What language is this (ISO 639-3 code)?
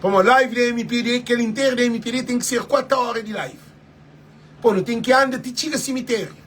kea